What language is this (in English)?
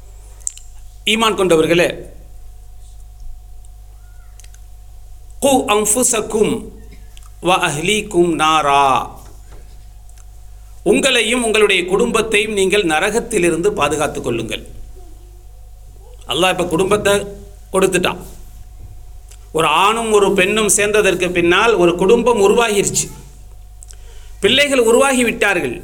Tamil